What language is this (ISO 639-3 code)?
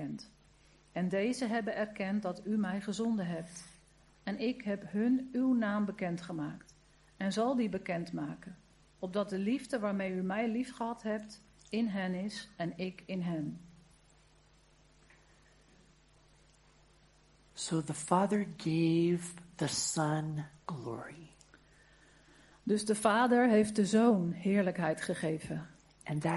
nld